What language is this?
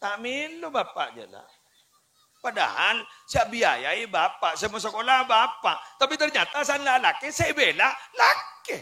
Madurese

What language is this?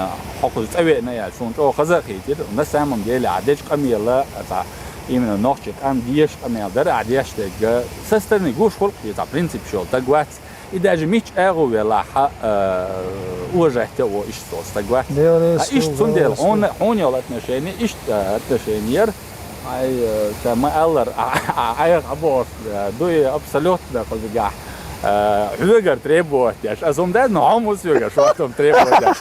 Chechen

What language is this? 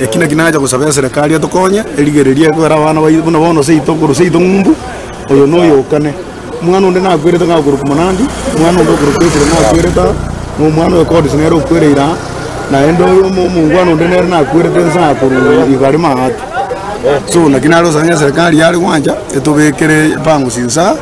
Gusii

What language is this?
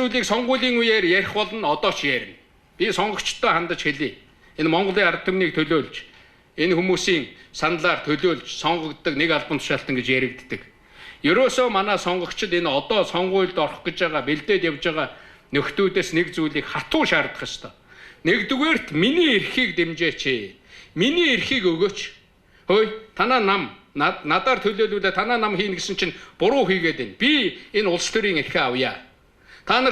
Mongolian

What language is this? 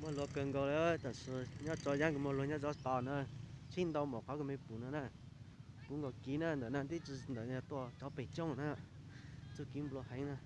Hmong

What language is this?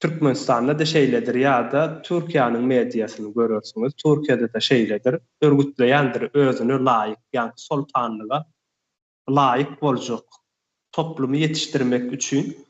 Turkmen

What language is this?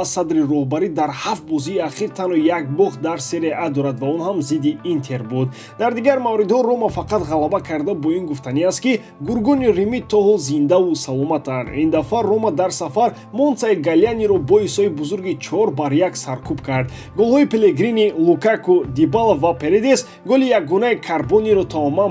Tajik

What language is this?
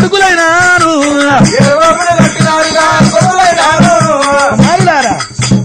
Telugu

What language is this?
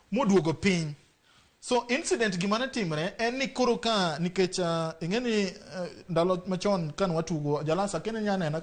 Luo (Kenya and Tanzania)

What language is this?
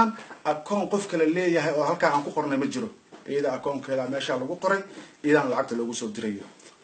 Somali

